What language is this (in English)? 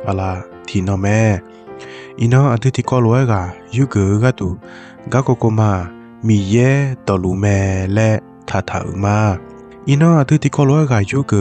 Akha